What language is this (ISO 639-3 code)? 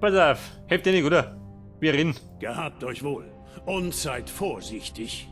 bar